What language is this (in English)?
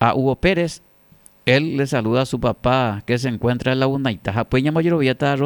Guarani